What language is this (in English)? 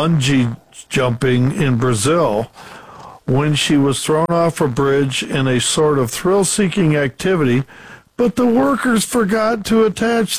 English